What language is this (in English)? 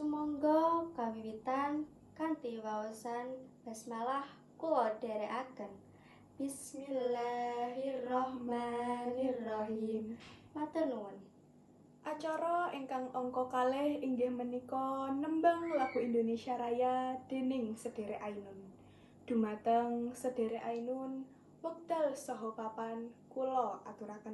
Javanese